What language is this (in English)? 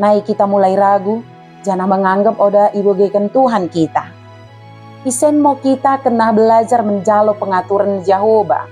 Batak Dairi